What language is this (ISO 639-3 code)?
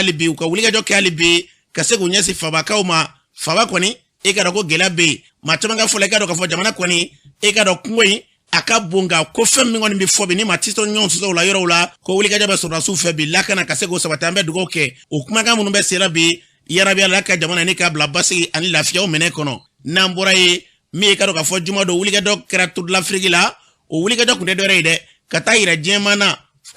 bam